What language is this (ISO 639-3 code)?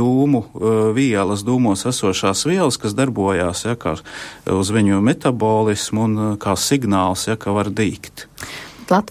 lav